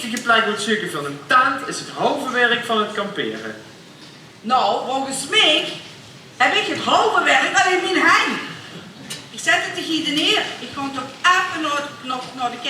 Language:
Limburgish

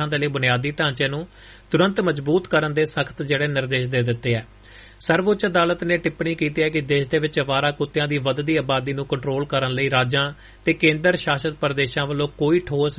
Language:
Punjabi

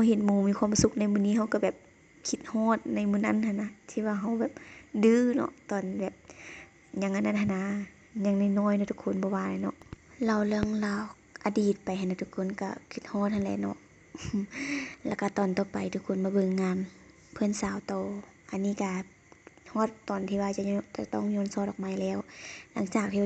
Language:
Lao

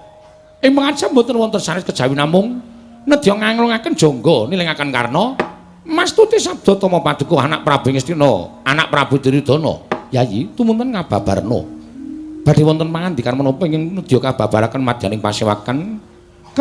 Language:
Javanese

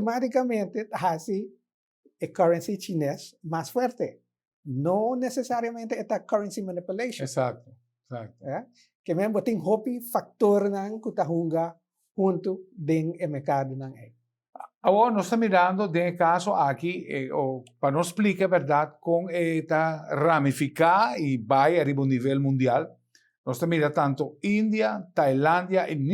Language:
Papiamento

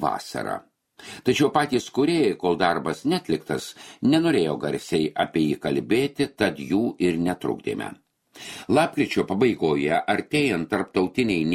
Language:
Lithuanian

